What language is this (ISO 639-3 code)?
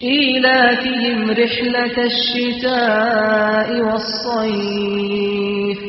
kur